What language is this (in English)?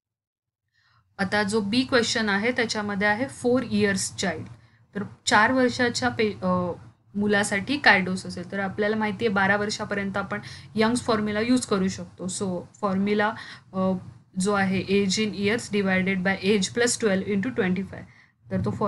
Marathi